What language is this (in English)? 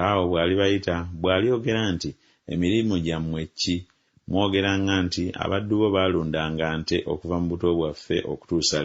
Ganda